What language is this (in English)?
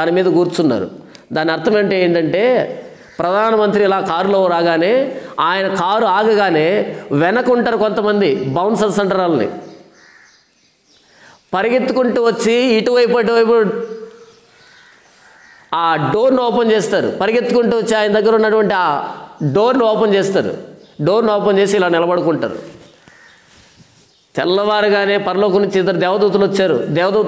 Telugu